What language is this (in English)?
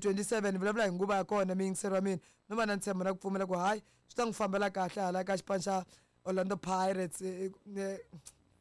Tsonga